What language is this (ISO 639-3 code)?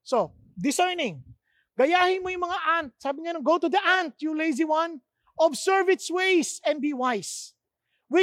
fil